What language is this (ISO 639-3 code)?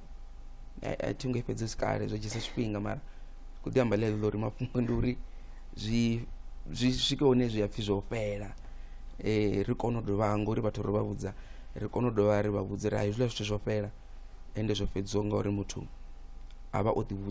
ven